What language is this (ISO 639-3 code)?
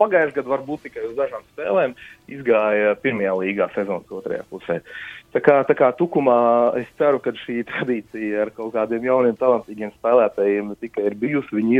lav